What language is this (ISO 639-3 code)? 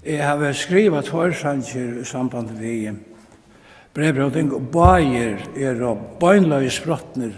fao